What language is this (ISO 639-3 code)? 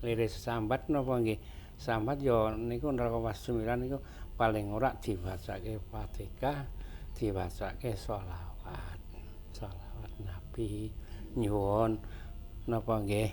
jav